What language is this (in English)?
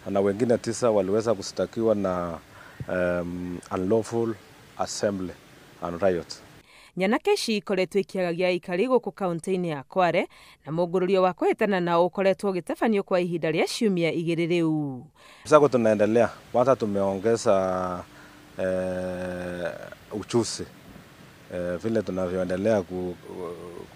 Kikuyu